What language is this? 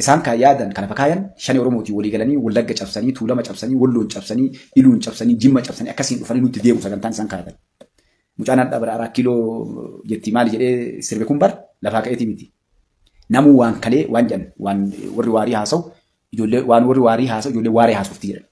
Oromo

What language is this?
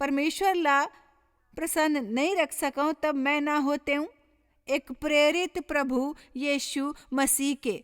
Chhattisgarhi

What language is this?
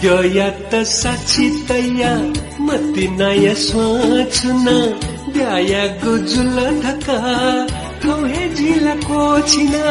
Newari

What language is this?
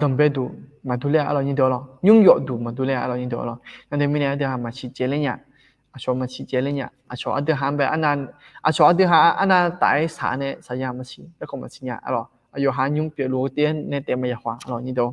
Akha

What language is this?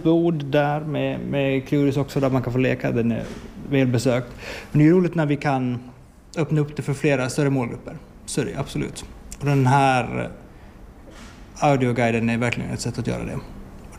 Swedish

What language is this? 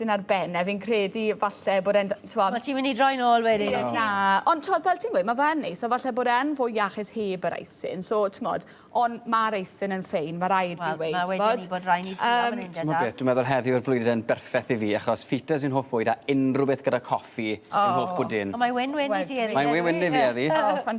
Welsh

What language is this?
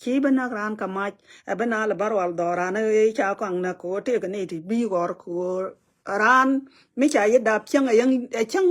Nuer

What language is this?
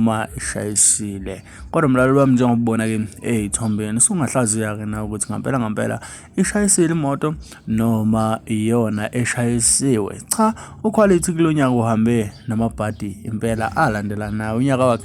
Zulu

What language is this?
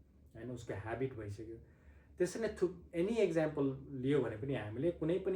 Nepali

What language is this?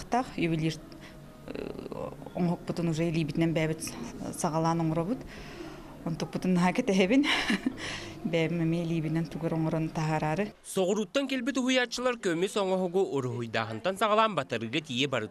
Yakut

